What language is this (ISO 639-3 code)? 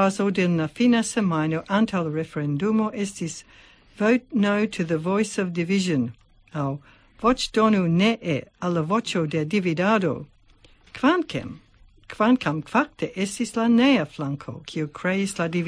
epo